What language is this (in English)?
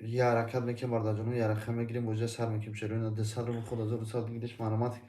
Tajik